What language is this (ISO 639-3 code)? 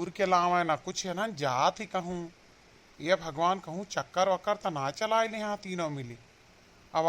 awa